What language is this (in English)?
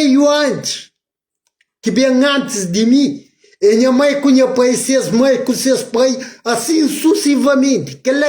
Kabuverdianu